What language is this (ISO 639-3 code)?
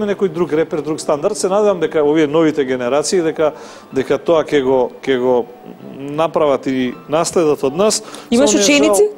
mkd